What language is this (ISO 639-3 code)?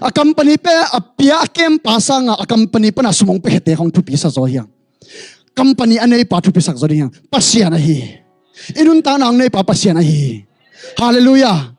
ctd